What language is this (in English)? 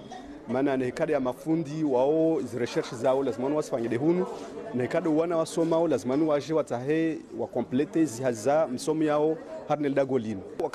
Ngazidja Comorian